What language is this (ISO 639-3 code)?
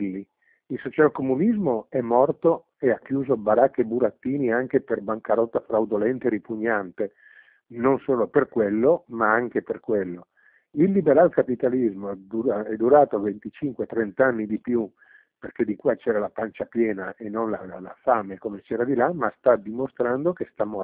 ita